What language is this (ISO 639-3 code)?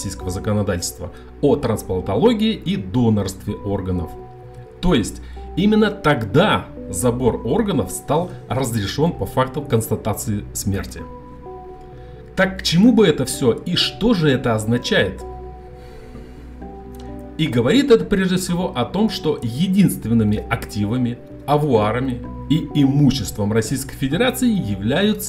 rus